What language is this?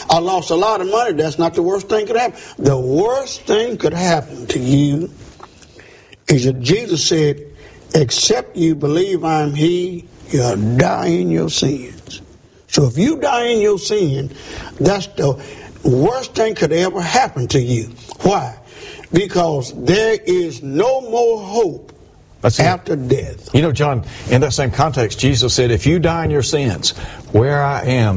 English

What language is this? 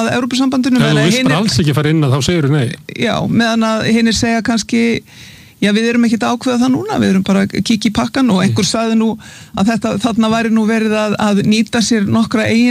Icelandic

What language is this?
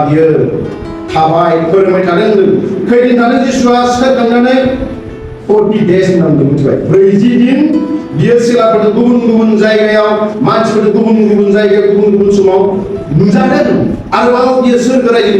Bodo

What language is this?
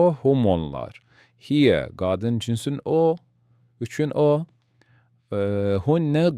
Azerbaijani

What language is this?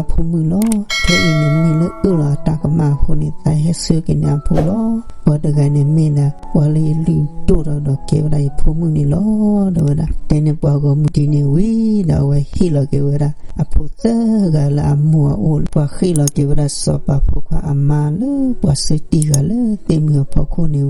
S'gaw Karen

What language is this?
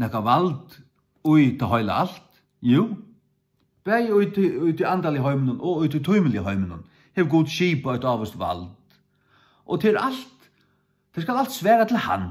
Faroese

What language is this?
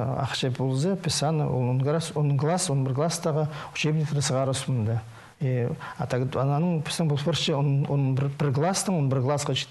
Khakas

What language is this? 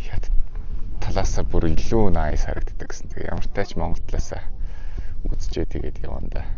Mongolian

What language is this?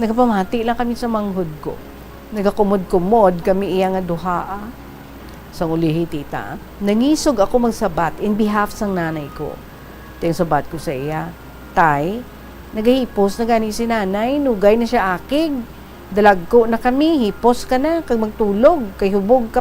Hiligaynon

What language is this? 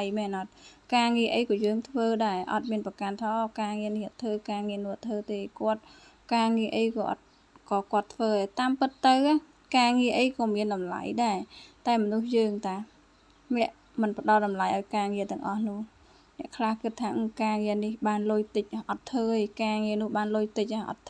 Khmer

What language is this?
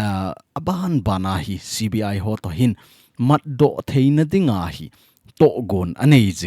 Thado Chin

